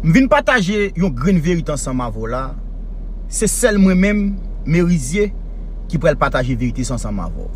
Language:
Haitian Creole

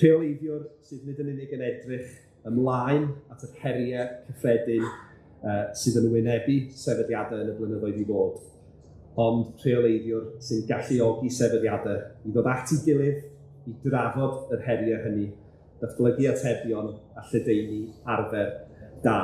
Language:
Welsh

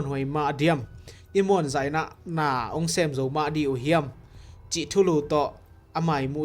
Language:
Tedim Chin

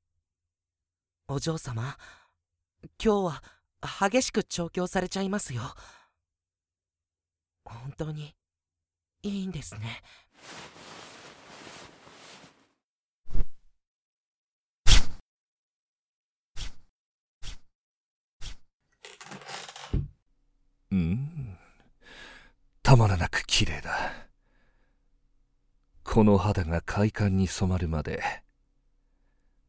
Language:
Japanese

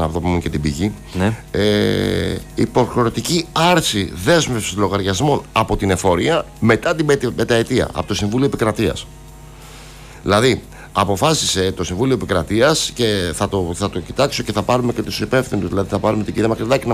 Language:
Greek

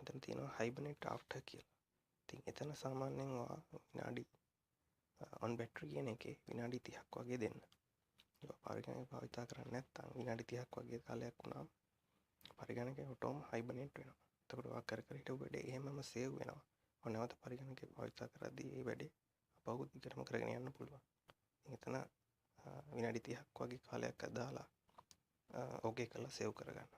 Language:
Sinhala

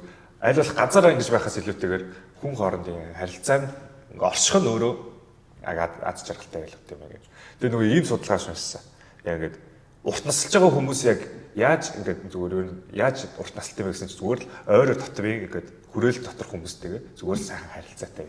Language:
Mongolian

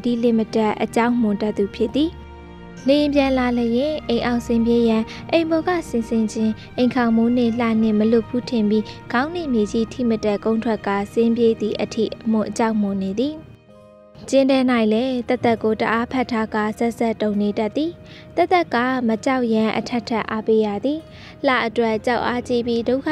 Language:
Burmese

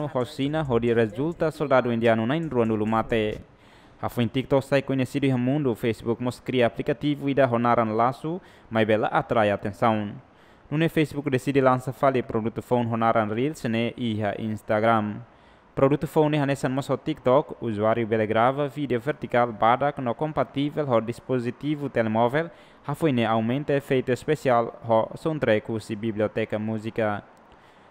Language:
Tetum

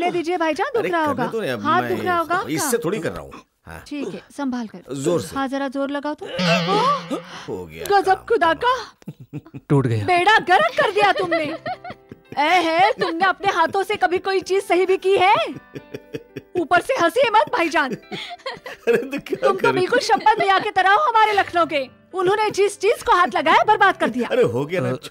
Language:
Hindi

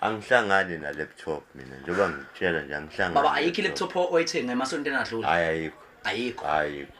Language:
Zulu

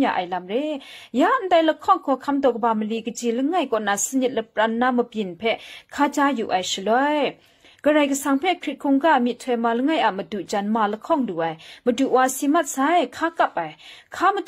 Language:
Kachin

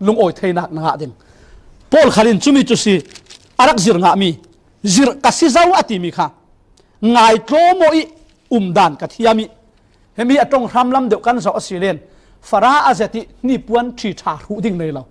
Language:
Falam Chin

